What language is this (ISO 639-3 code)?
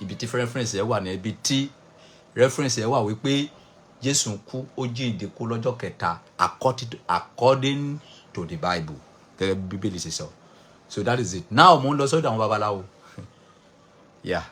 yor